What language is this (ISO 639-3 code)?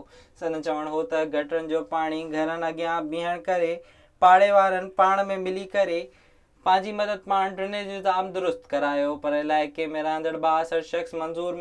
snd